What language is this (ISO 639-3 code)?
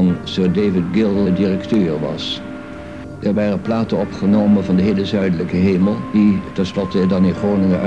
nld